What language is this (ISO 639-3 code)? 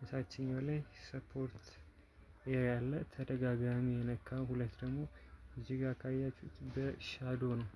amh